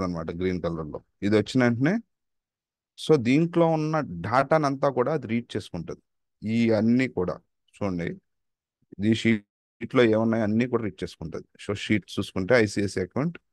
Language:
Telugu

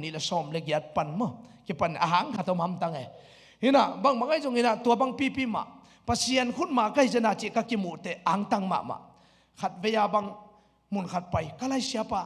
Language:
Tedim Chin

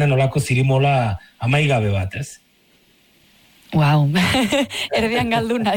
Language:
Basque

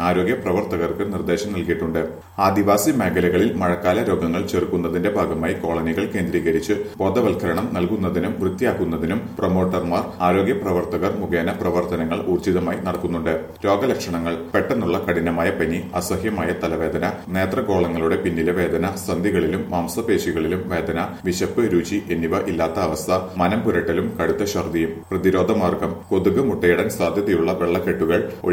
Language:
Malayalam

